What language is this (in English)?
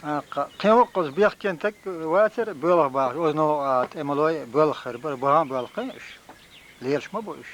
Chechen